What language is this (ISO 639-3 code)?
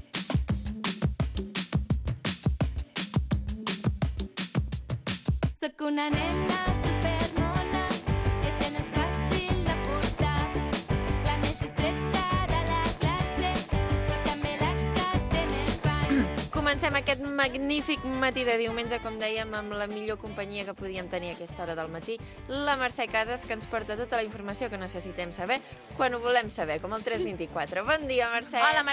cat